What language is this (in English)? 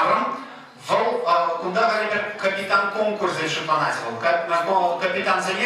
Chuvash